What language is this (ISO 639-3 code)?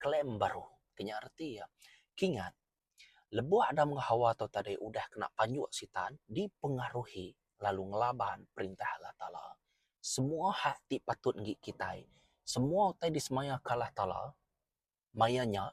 iba